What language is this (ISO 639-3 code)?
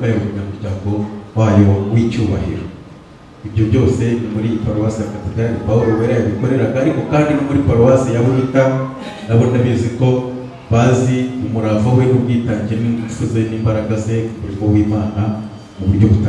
kin